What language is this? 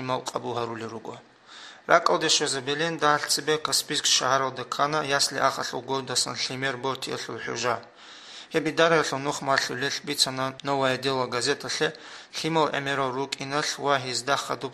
Avaric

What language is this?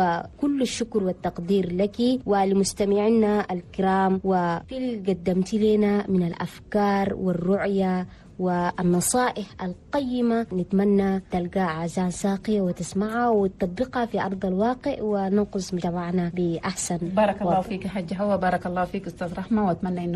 Chadian Arabic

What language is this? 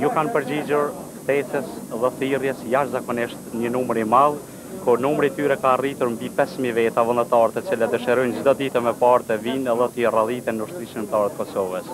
Albanian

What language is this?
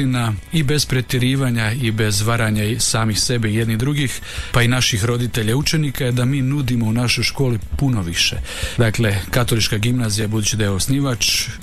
Croatian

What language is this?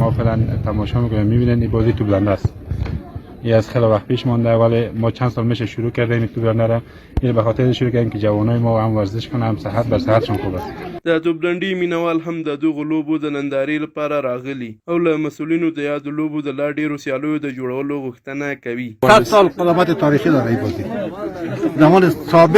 Pashto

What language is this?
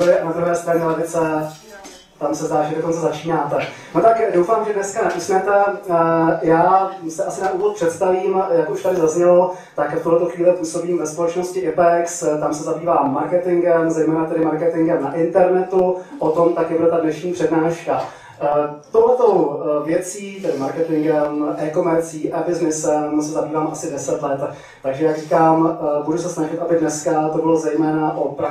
Czech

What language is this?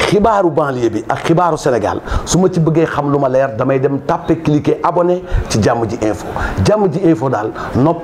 Wolof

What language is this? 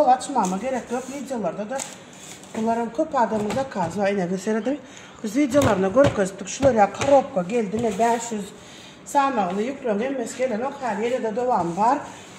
Turkmen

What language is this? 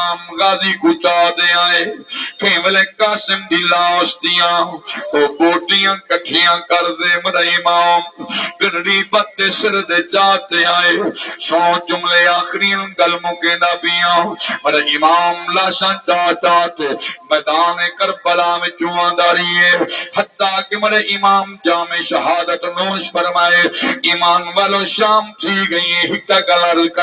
Saraiki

